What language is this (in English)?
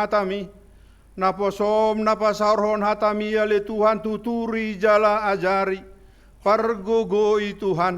Batak Toba